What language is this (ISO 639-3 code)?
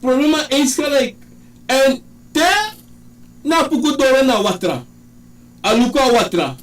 srn